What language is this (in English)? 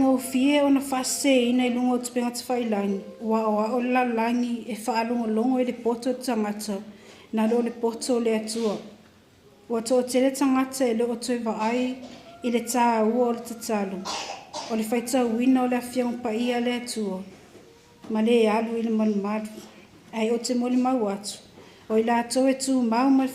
Samoan